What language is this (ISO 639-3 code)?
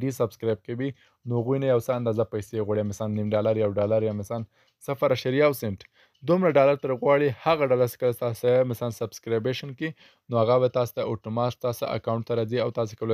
pus